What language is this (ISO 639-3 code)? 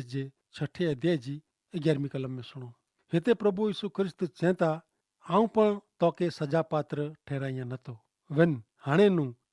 kfr